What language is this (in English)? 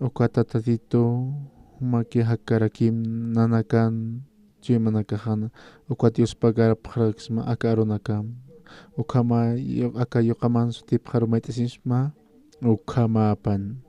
Aymara